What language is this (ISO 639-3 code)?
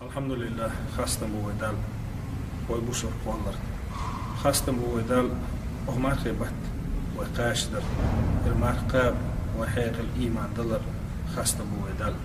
che